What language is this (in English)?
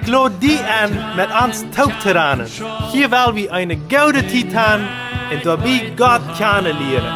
Plautdietsch